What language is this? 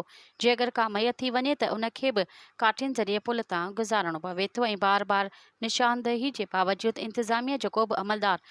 Sindhi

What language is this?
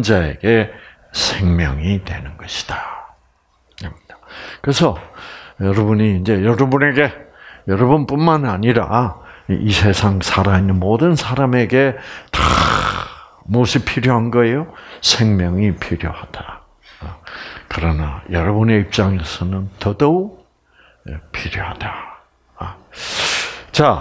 Korean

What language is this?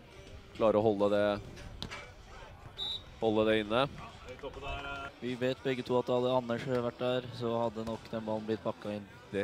Norwegian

